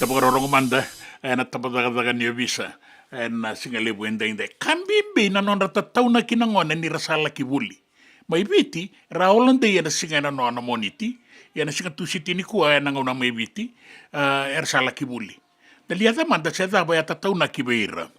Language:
Fijian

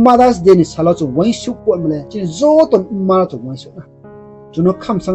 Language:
Riang (India)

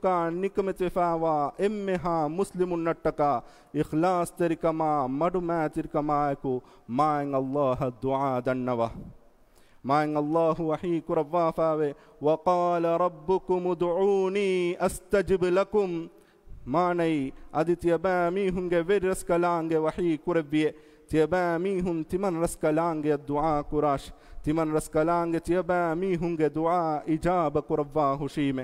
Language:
Divehi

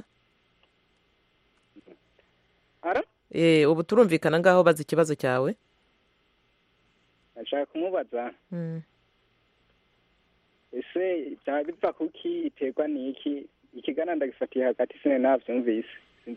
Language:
Kinyarwanda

